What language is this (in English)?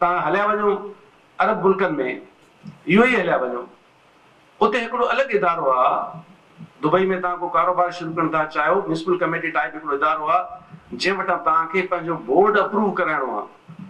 Sindhi